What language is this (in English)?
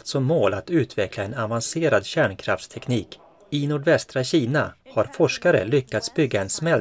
Swedish